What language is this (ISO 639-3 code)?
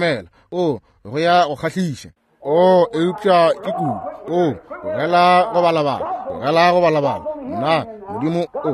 nso